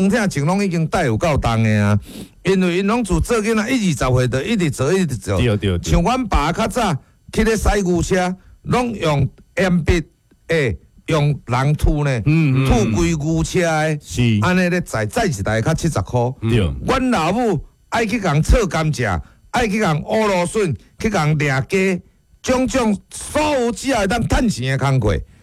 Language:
Min Nan Chinese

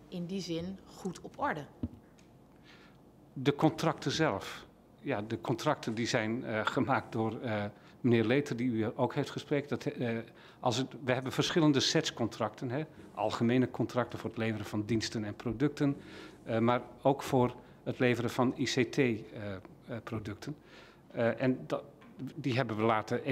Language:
Dutch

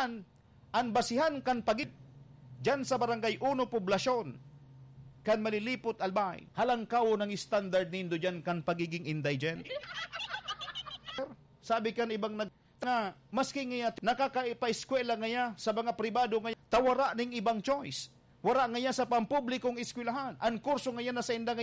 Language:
Bikol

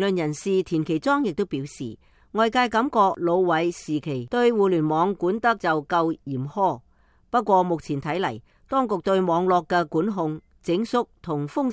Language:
Cantonese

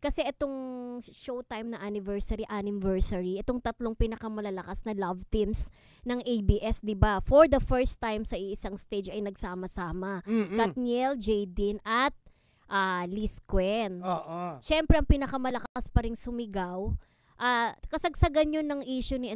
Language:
Filipino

